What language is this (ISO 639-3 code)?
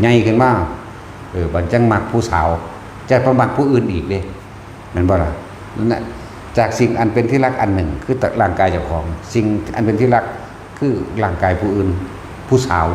tts